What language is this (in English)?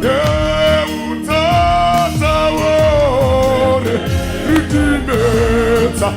Tswana